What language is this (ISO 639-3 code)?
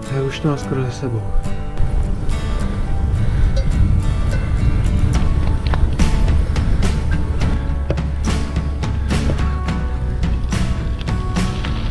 ces